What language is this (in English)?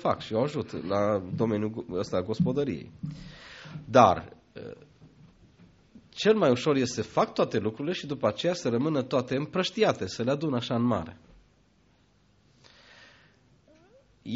Romanian